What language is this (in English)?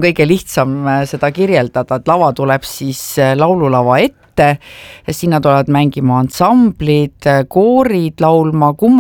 Estonian